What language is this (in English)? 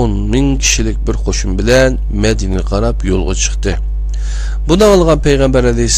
Uyghur